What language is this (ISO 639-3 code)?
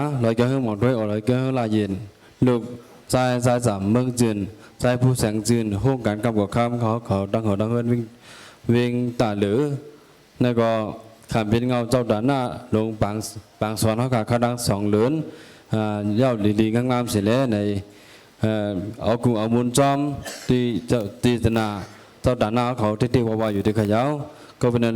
shn